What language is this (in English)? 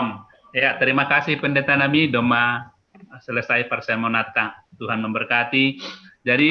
Batak Simalungun